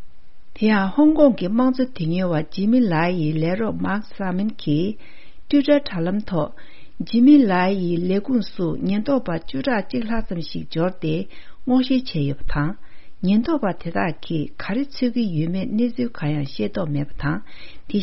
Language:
Tibetan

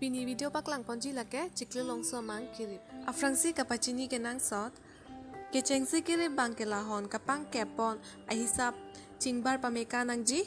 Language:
Karbi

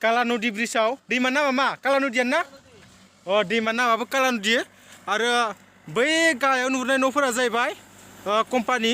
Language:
Bodo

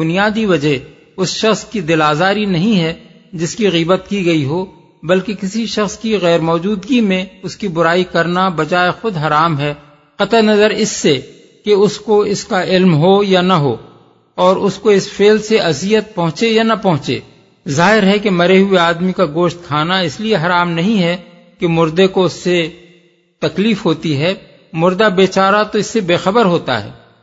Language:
Urdu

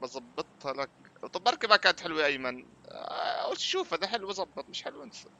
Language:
North Levantine Arabic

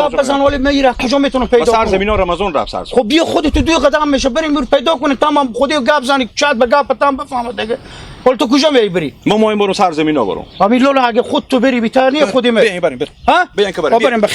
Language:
Hazaragi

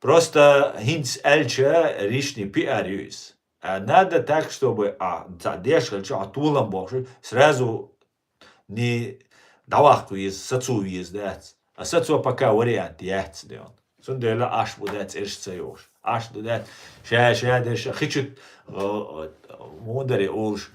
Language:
Chechen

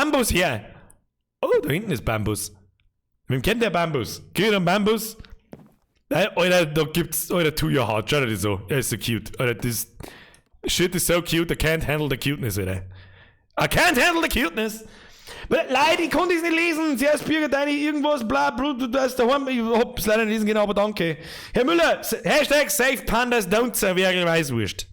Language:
Bavarian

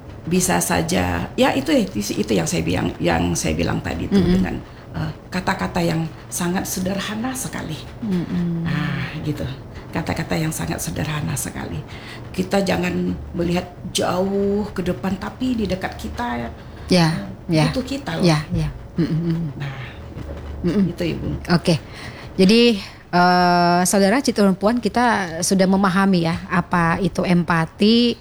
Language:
Indonesian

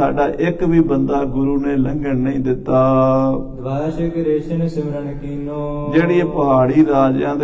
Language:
Punjabi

